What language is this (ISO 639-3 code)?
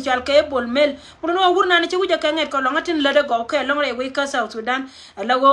nus